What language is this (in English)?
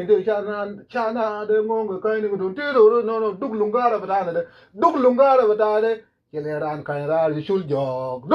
Nuer